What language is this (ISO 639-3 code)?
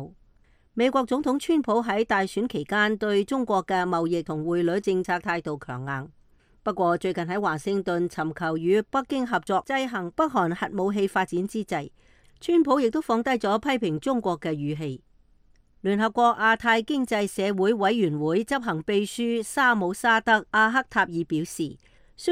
yue